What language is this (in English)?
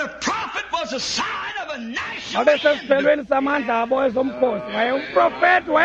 Xhosa